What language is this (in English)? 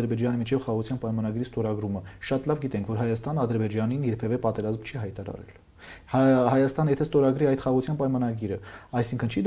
Armenian